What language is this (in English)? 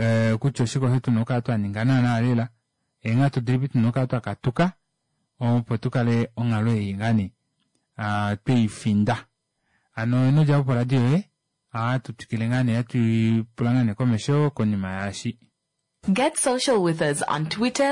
Kuanyama